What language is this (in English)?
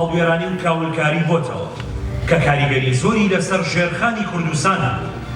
Central Kurdish